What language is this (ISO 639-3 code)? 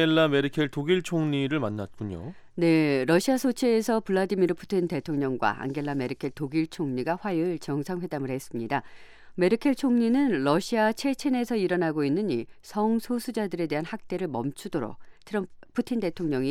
kor